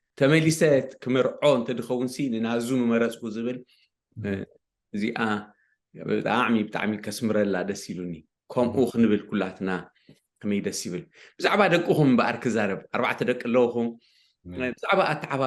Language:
Tigrinya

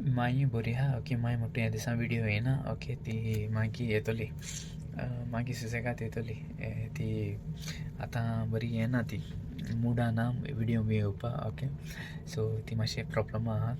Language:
Konkani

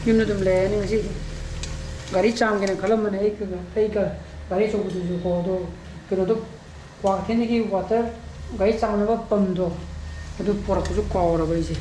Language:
Manipuri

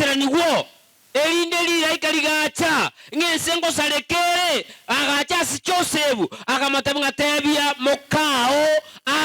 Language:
Gusii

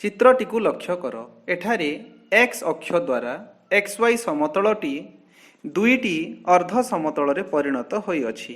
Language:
Odia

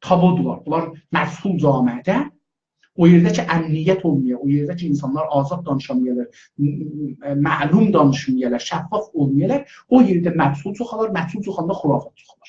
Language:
South Azerbaijani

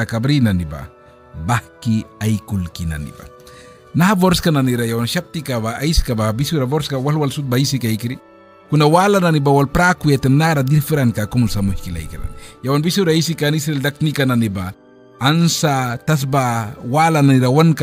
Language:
Mískito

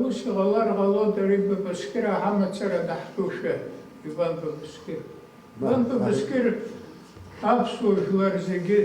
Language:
Abkhazian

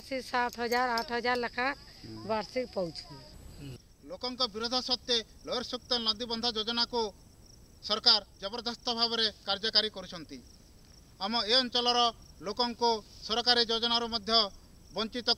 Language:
Odia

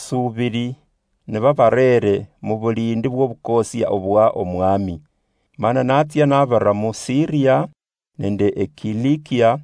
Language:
Luyia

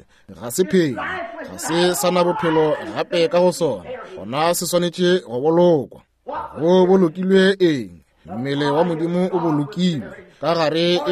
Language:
Northern Sotho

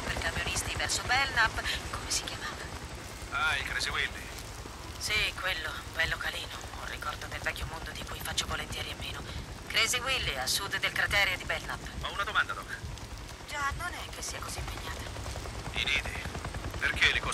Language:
Italian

